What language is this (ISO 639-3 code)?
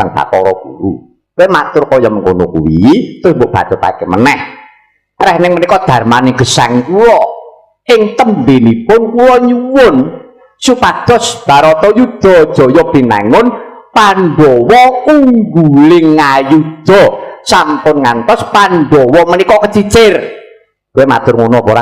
jav